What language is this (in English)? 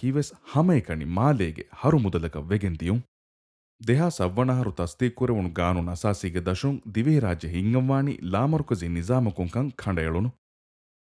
Divehi